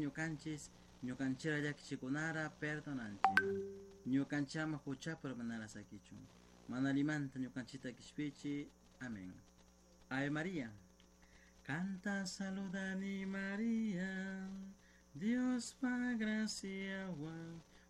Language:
Chimborazo Highland Quichua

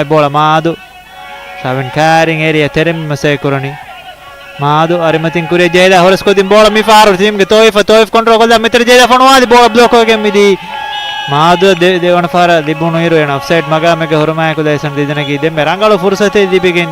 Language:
Divehi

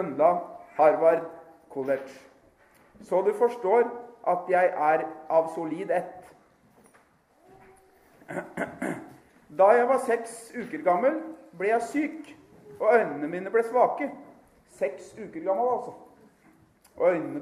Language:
Norwegian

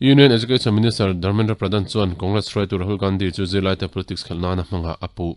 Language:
Mizo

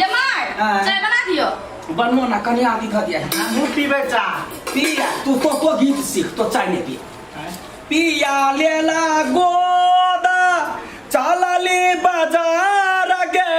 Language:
Maithili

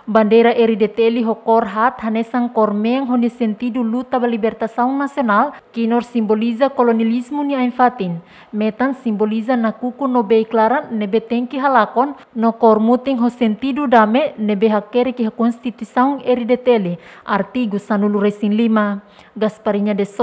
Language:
Tetum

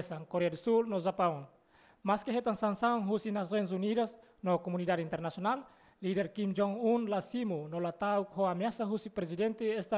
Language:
Tetum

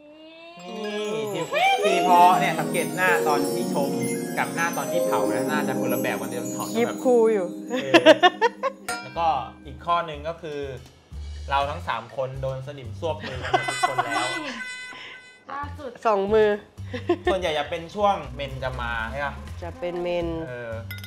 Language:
Thai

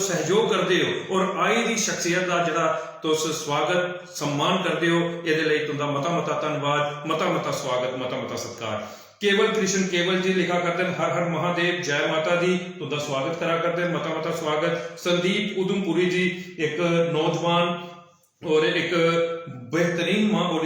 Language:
Dogri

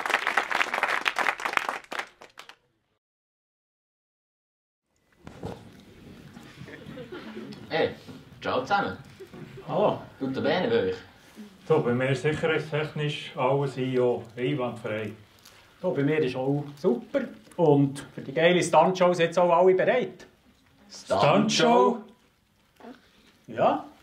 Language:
German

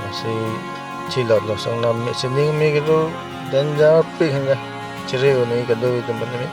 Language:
Karbi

